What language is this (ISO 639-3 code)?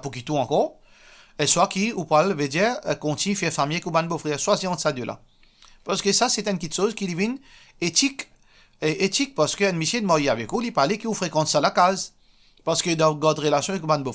mfe